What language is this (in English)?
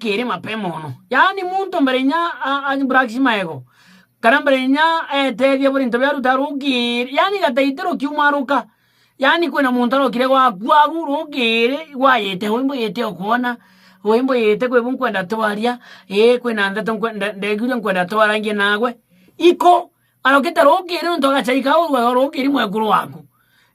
Meru